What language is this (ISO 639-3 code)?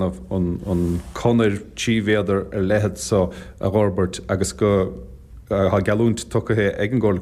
gle